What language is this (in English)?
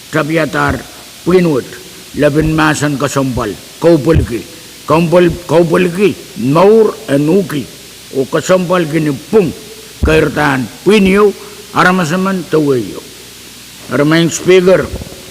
Pohnpeian